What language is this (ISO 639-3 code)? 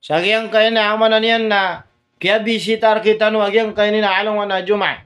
mrw